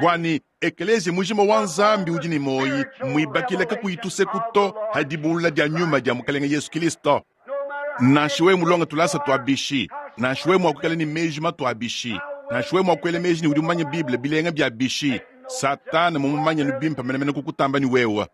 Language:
Luba-Lulua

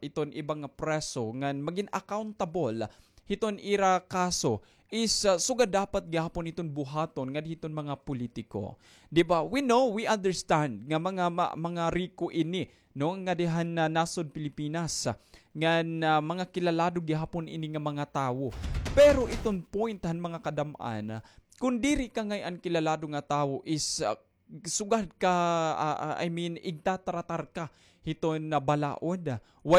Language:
Waray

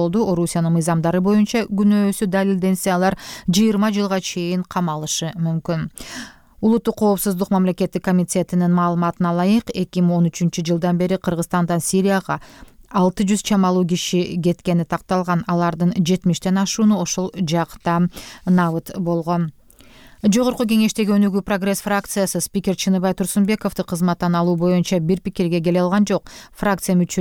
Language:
Kyrgyz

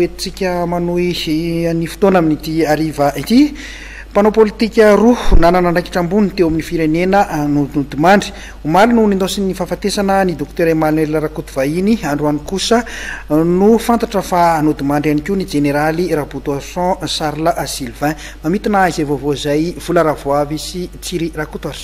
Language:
Malagasy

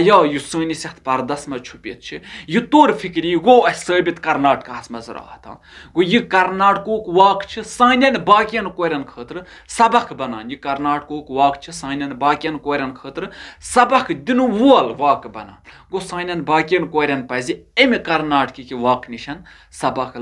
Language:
Kashmiri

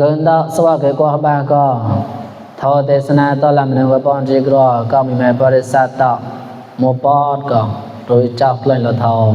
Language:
Mon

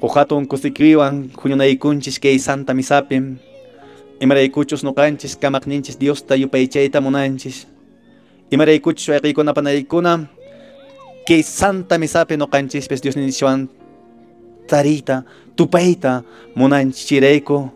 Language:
Quechua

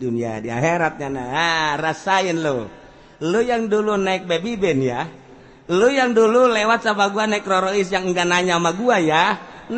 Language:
Sundanese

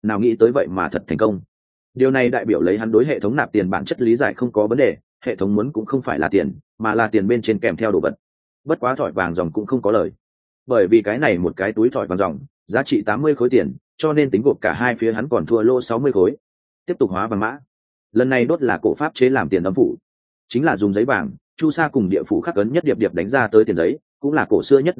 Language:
Vietnamese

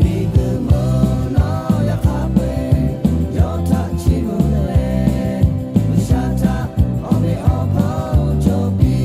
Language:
Lahu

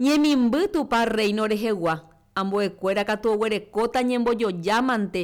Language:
Guarani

